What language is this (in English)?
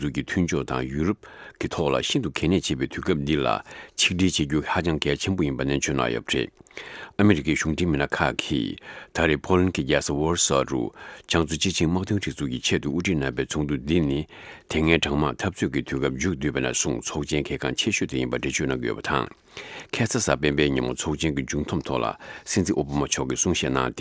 Tibetan